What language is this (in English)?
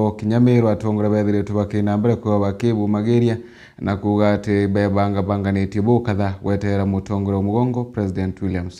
Meru